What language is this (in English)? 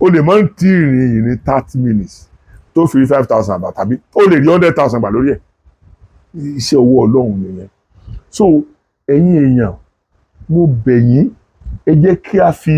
Yoruba